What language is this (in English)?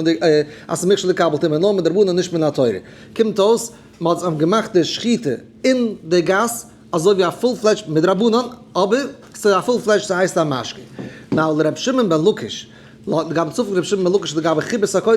Yiddish